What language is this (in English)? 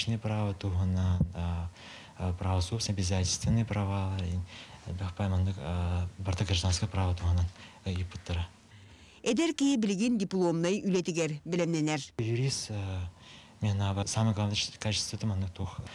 Yakut